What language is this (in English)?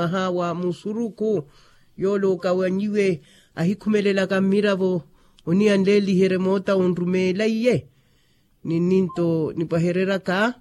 Makhuwa